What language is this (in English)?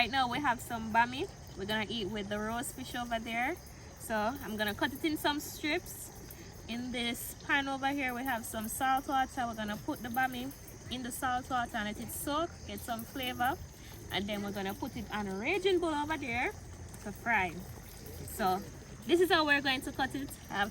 Jamaican Creole English